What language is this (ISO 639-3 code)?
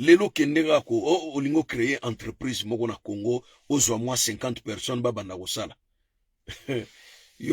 lin